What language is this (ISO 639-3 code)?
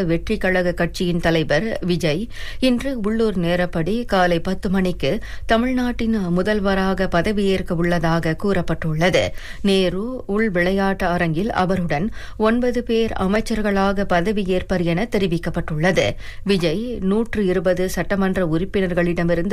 tam